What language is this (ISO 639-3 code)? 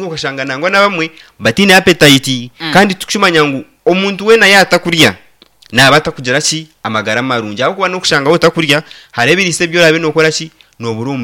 nyn